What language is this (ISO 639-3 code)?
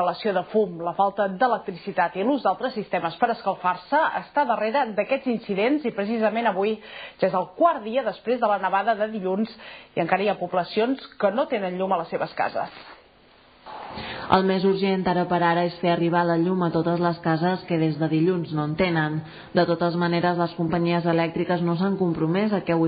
cat